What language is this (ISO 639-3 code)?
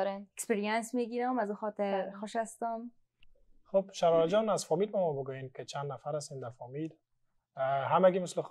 fas